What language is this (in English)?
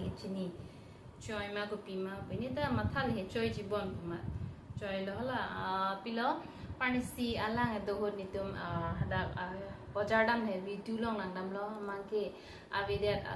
Karbi